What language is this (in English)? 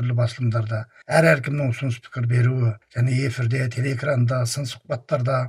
Kazakh